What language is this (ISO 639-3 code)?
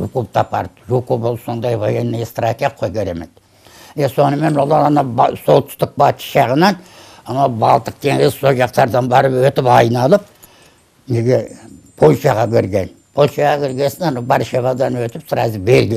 kaz